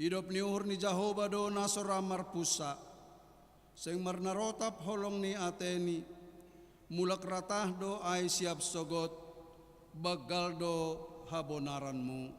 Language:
Batak Simalungun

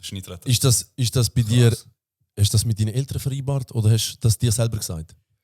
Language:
Swiss German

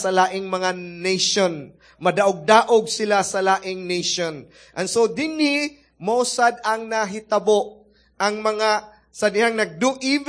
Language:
Cebuano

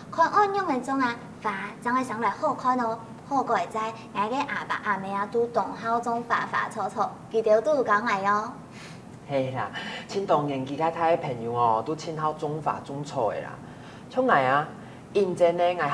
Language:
Hakka Chinese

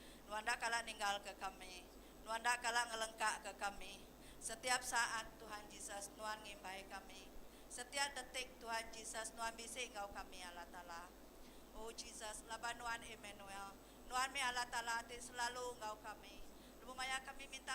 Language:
Iban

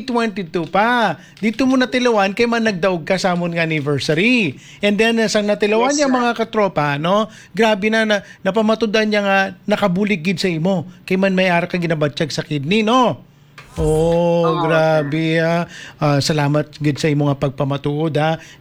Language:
Hiligaynon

